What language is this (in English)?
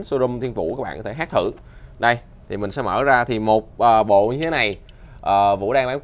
Vietnamese